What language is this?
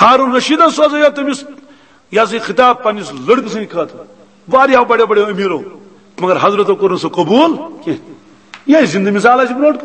Kashmiri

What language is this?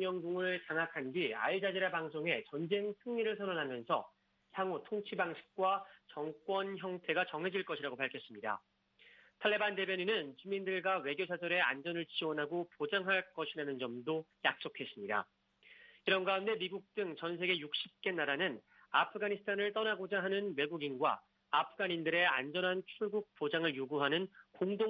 Korean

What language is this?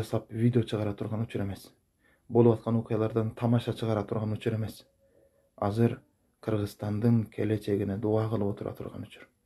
Kyrgyz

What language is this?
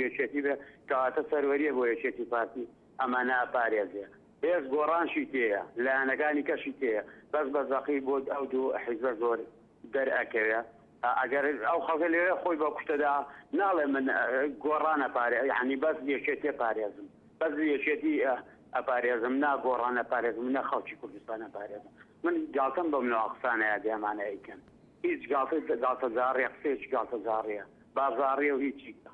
Central Kurdish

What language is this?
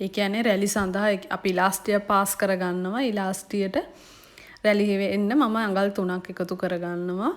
Sinhala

